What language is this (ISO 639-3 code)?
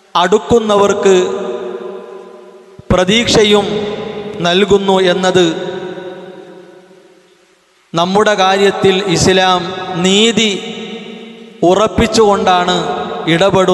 mal